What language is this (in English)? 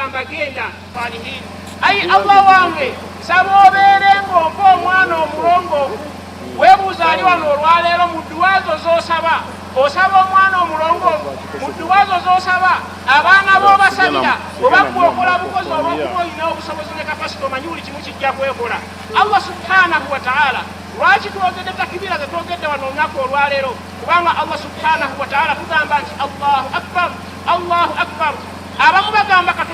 Ganda